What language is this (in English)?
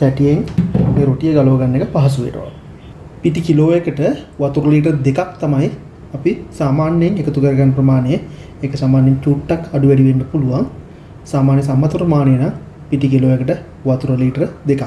Sinhala